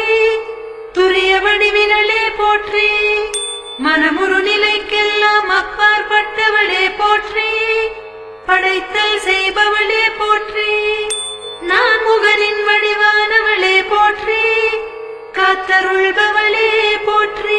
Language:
Tamil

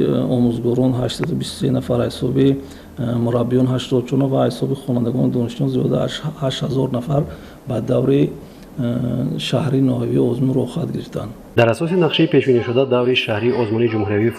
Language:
Tajik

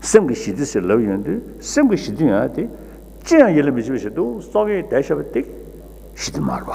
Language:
Tibetan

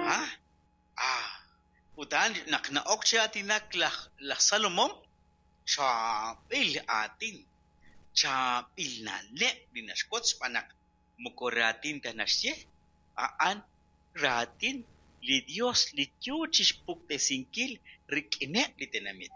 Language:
Kekchí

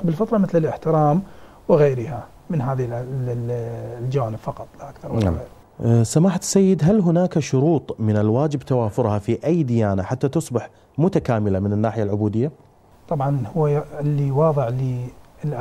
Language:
Arabic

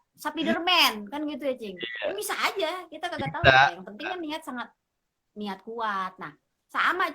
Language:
Betawi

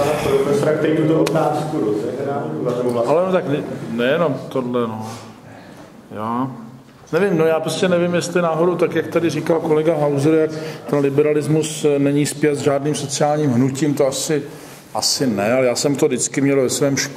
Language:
Czech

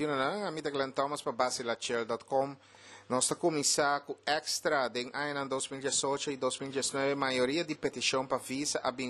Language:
Papiamento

